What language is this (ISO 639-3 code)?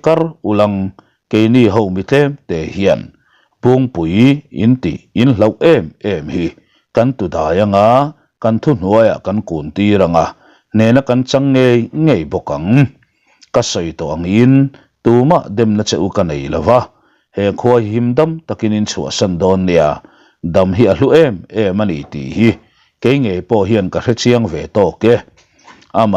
lus